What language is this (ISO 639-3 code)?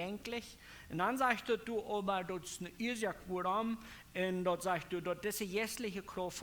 pdt